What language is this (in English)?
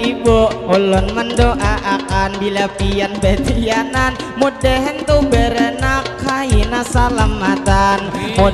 Banjar